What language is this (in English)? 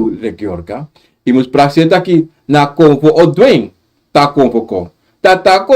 Sranan Tongo